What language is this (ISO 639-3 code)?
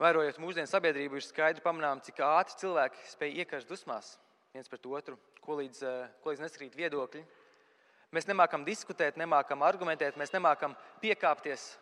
lav